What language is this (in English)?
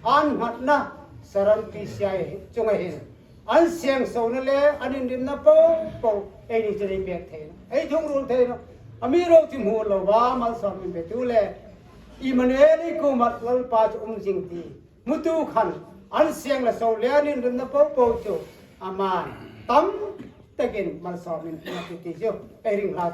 Hmar